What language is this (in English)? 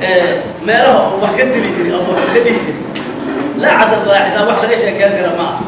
Somali